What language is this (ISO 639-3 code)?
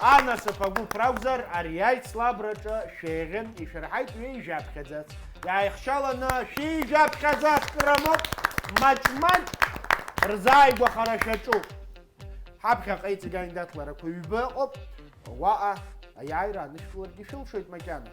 abk